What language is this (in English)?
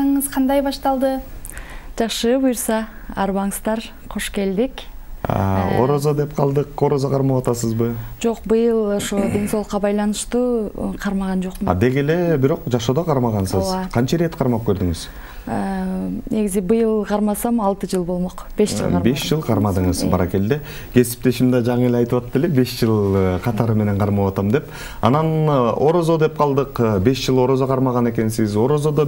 Kyrgyz